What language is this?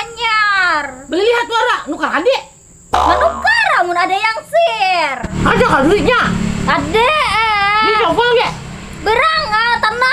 Banjar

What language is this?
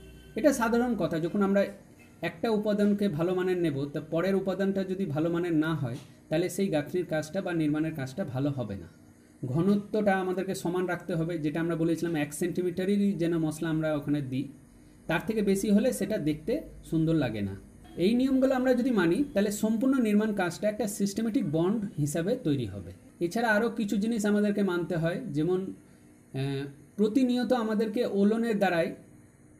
Bangla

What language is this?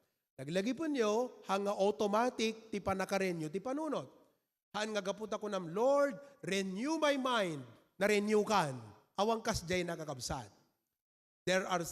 Iloko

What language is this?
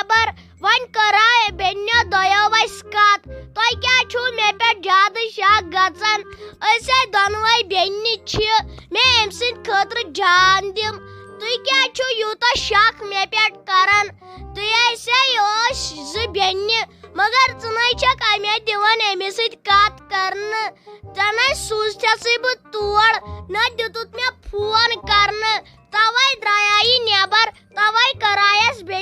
Kashmiri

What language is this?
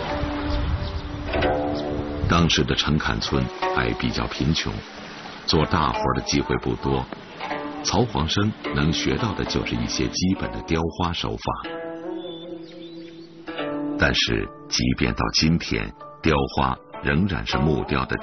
Chinese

